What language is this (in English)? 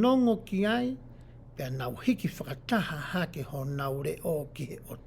Tongan